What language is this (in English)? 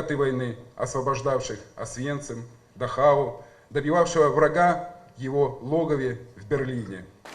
Crimean Tatar